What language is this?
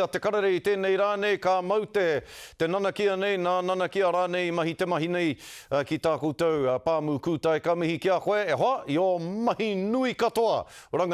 Māori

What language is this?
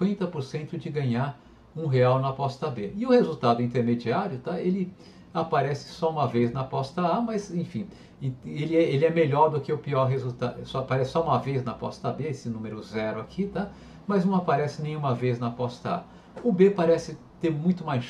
Portuguese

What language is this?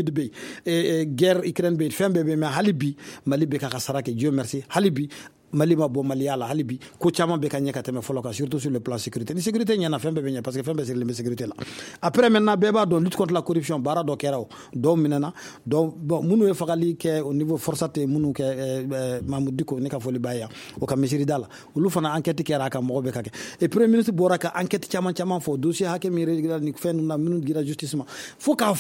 Bambara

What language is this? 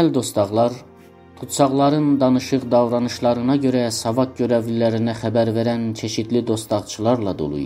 South Azerbaijani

